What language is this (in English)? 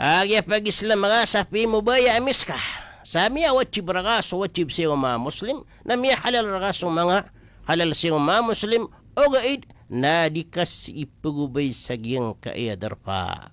Maranao